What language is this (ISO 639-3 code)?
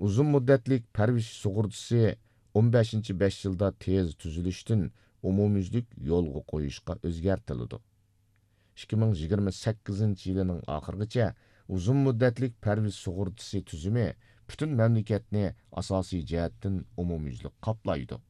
uig